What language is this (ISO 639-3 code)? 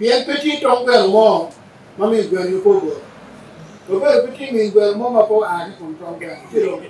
ach